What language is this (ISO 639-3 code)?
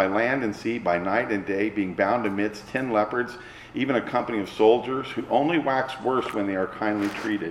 eng